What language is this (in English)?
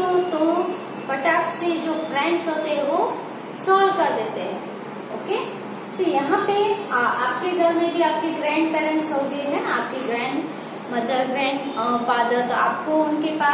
Hindi